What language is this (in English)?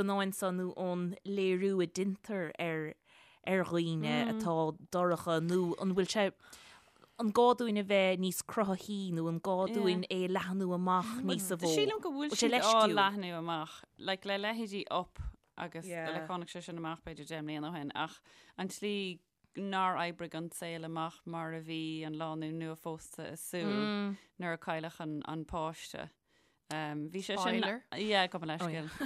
Irish